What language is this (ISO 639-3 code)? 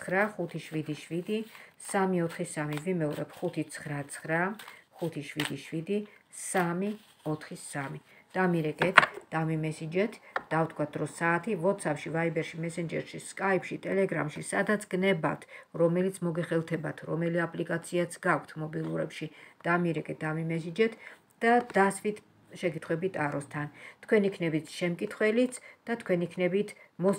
kat